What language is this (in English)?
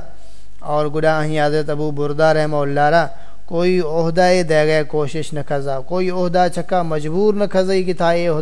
Saraiki